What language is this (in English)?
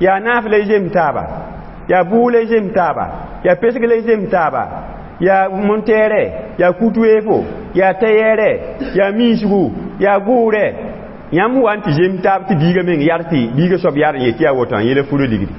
Mossi